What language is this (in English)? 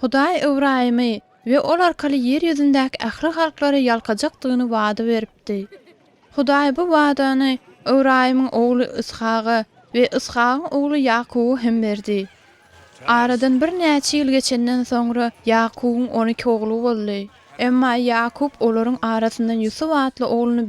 Turkmen